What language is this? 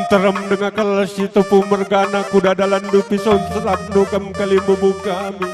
Batak Karo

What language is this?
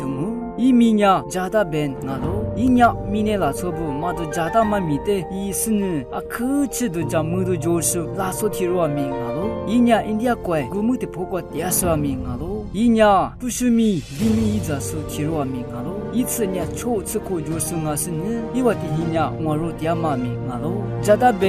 Lisu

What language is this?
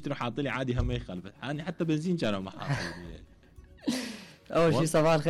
Mesopotamian Arabic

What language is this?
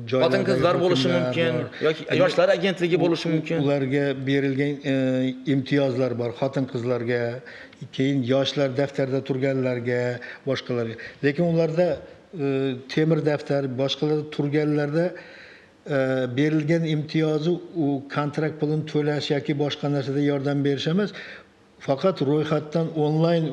Uzbek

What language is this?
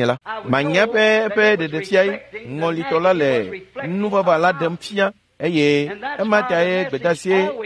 Ewe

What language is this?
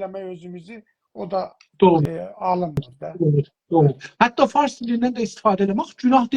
South Azerbaijani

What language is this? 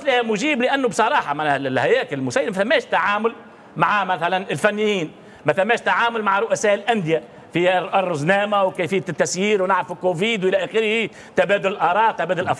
Tunisian Arabic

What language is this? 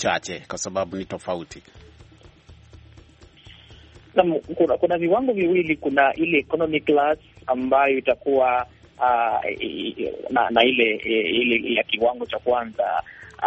Swahili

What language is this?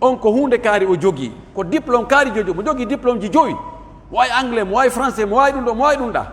Pular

